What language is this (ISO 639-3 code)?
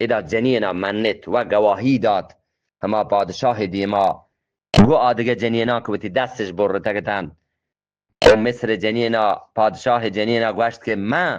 bgp